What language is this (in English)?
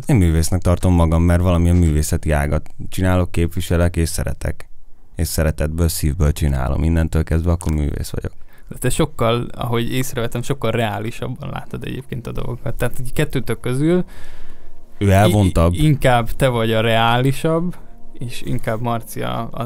Hungarian